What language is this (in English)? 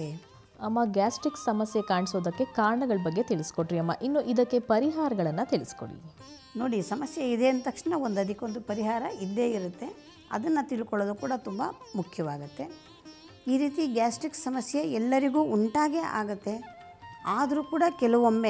Kannada